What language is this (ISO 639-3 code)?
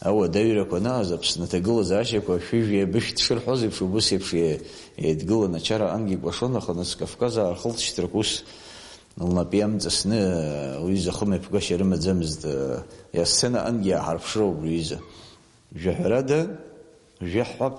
abk